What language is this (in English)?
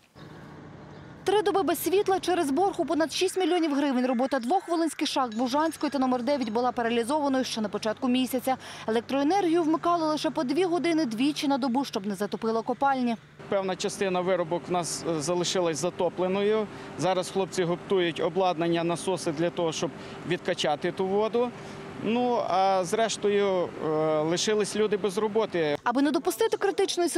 Ukrainian